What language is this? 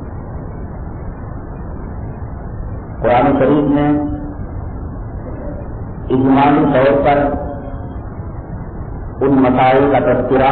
Urdu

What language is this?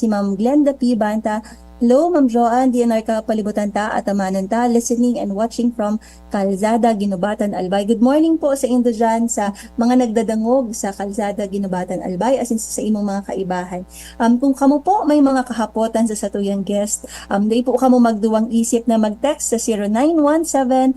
Bikol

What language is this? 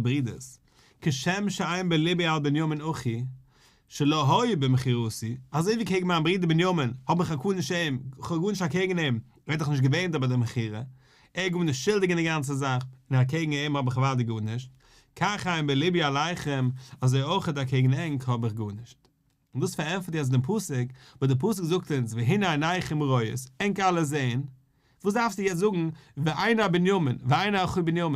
Yiddish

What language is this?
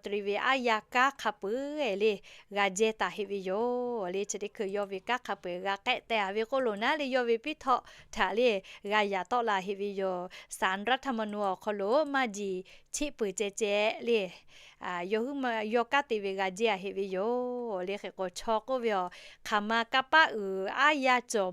Lahu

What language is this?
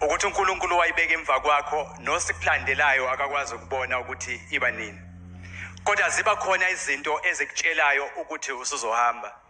Zulu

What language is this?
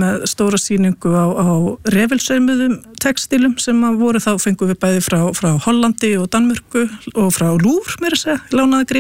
Icelandic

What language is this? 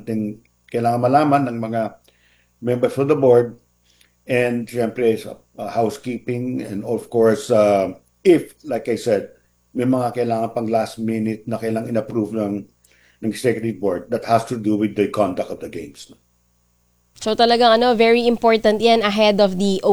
Filipino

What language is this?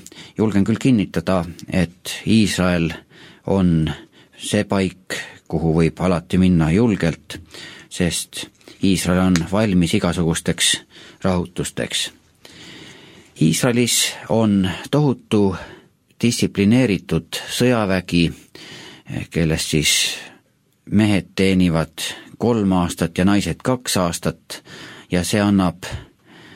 Estonian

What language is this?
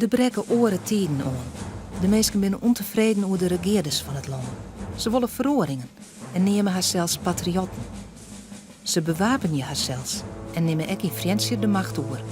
Western Frisian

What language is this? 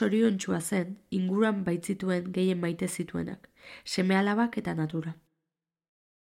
Basque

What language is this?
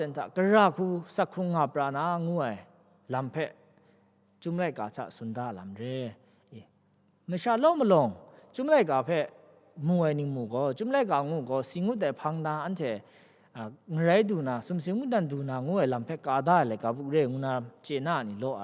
Kachin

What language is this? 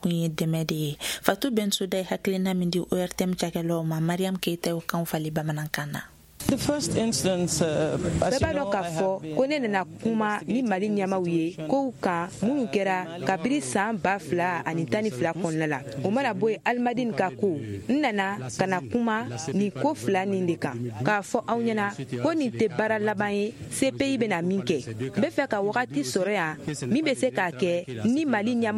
Bambara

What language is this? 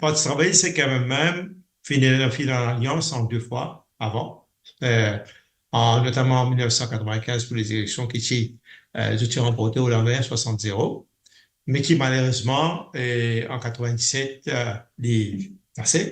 Morisyen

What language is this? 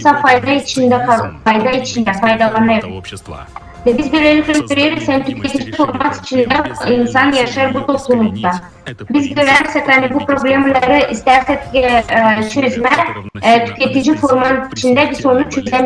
Gagauz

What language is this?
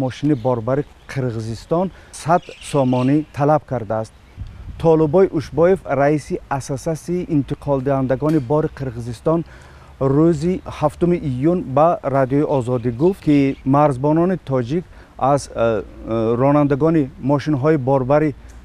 Tajik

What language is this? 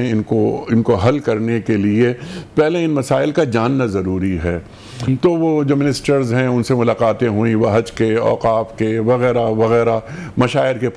Urdu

